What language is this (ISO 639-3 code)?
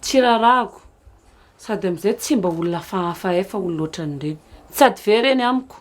mlg